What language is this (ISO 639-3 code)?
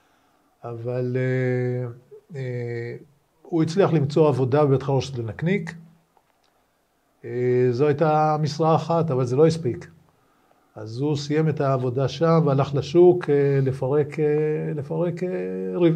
heb